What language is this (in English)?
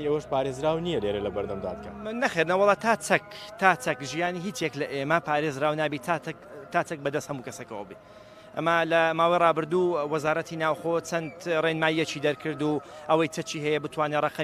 Central Kurdish